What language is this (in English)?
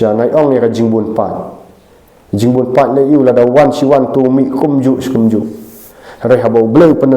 Khasi